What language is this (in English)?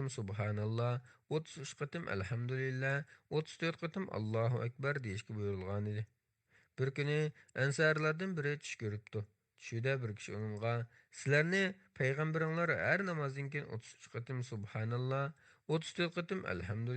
Uyghur